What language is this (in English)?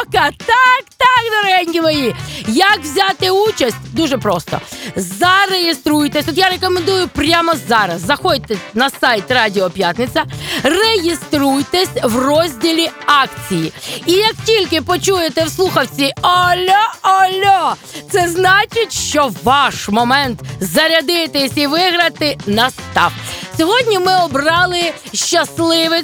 Ukrainian